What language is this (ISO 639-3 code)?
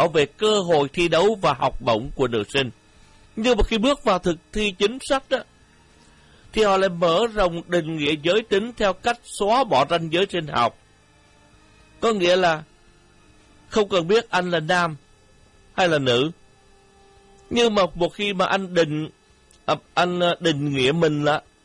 vie